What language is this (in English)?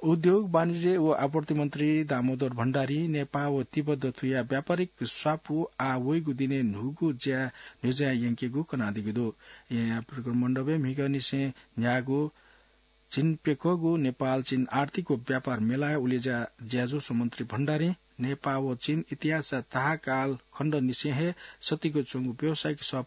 Newari